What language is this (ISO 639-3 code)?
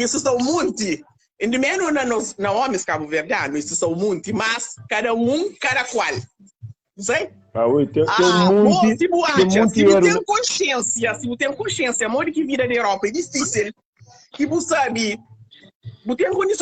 kea